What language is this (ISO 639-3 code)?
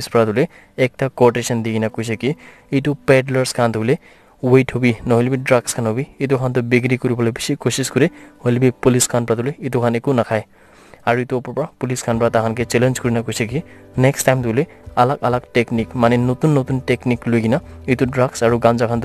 nag